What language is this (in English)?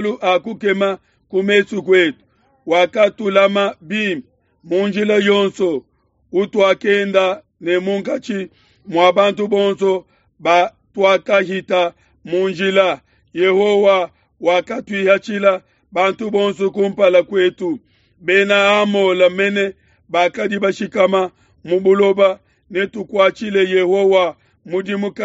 Luba-Lulua